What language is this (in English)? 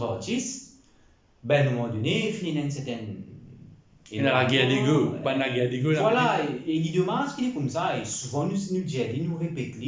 Morisyen